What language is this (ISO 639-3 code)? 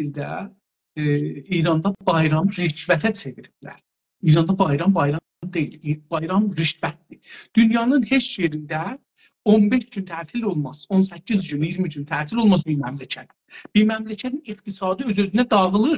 azb